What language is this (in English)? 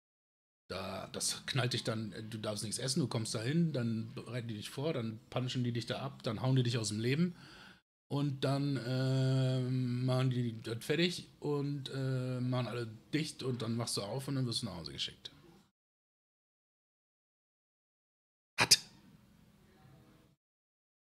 German